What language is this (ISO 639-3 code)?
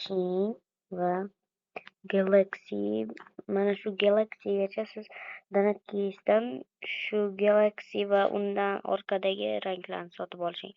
uzb